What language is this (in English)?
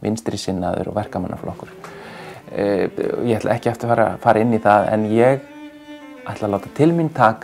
Icelandic